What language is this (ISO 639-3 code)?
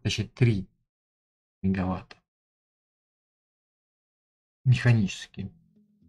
rus